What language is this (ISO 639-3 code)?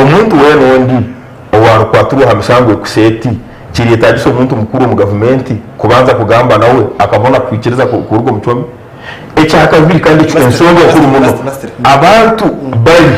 nyn